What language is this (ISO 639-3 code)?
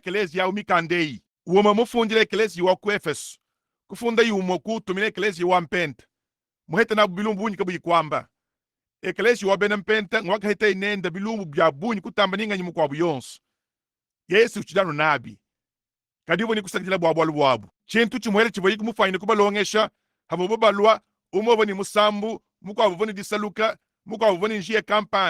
lua